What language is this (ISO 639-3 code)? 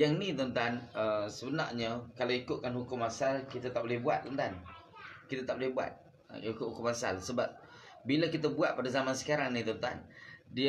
msa